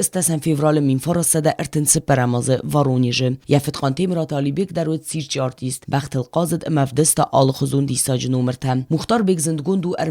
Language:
Ossetic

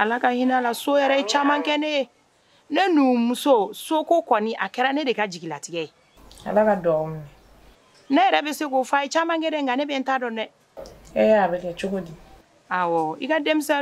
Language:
Bambara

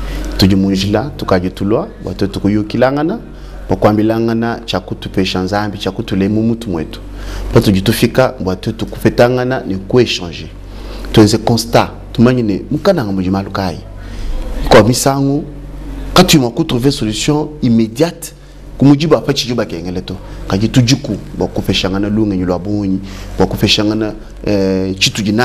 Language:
Luba-Lulua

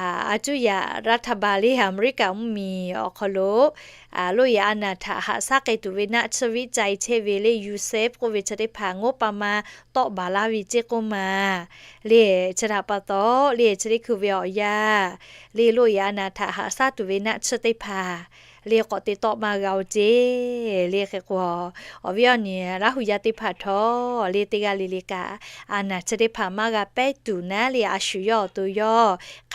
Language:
Lahu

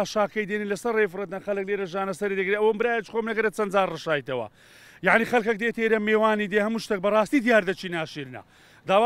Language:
Central Kurdish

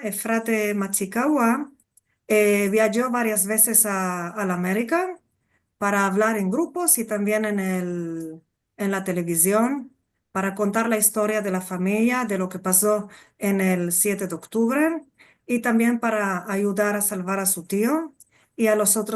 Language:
Ladino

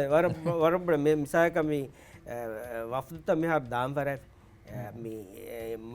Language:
Divehi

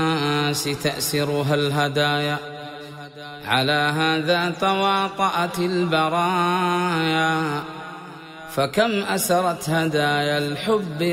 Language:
Arabic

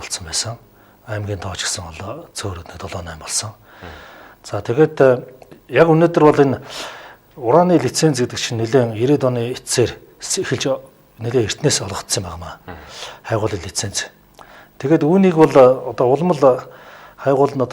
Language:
Mongolian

